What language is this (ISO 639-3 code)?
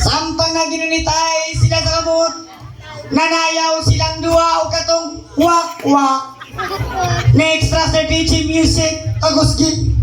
ceb